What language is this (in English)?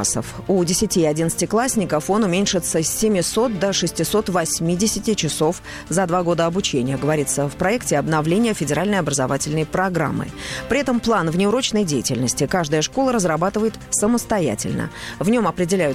Russian